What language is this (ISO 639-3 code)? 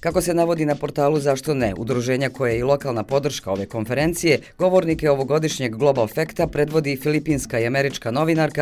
hrv